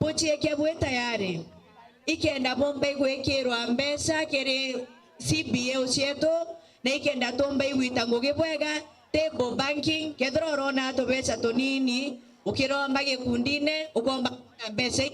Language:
Meru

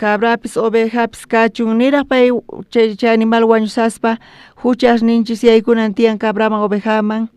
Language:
South Bolivian Quechua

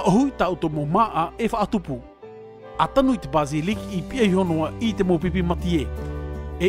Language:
Tahitian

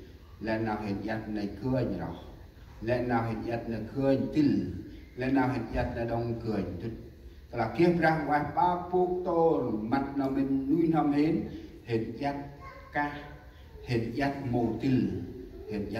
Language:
Central Mnong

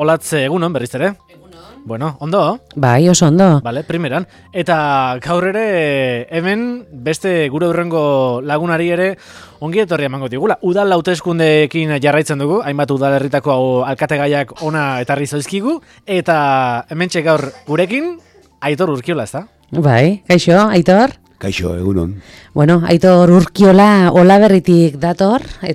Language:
Basque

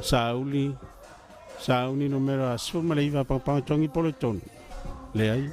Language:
Samoan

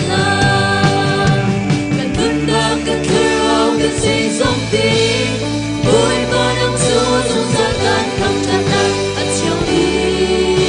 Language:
Hakha Chin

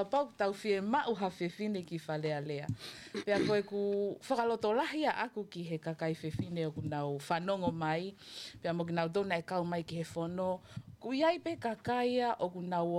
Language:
Tongan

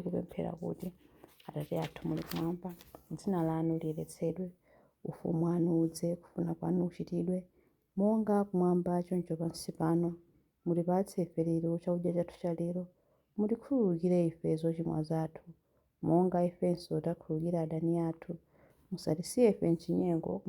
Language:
Nyanja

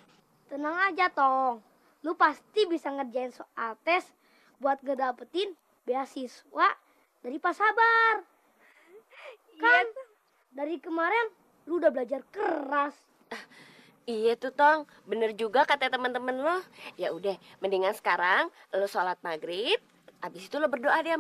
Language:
Betawi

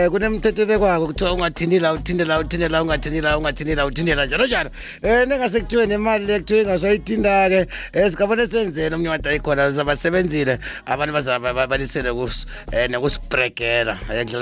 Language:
South Ndebele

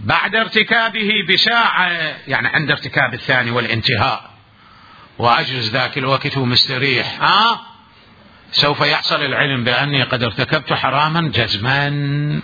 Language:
Mesopotamian Arabic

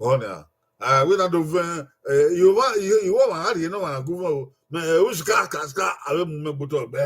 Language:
Bini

